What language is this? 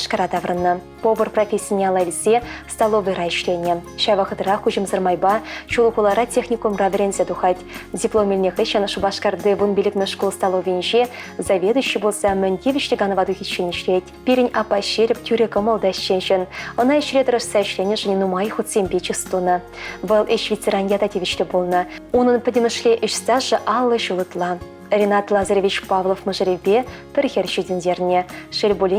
Chuvash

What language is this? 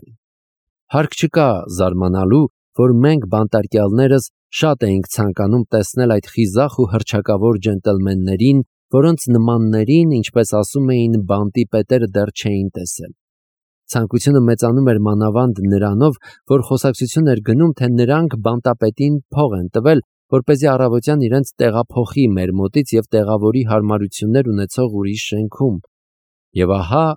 Armenian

